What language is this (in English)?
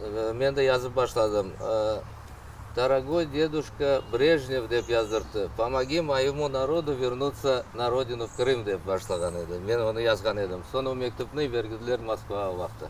Crimean Tatar